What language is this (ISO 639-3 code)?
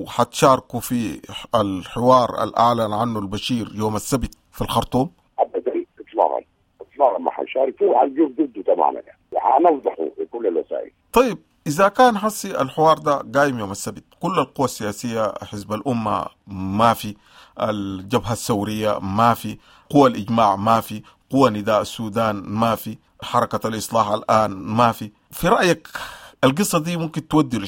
apd